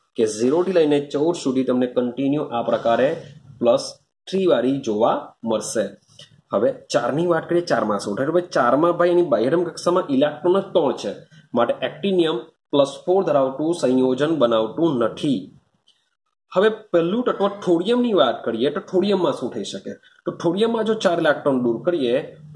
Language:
Gujarati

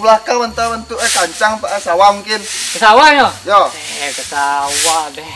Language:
Minangkabau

